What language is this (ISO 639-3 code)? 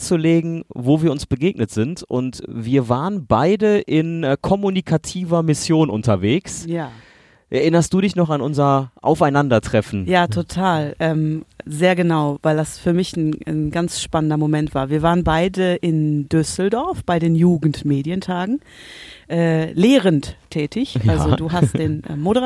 deu